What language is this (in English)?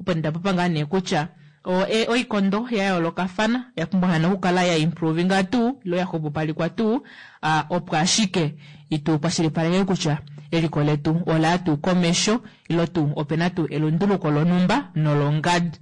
Kuanyama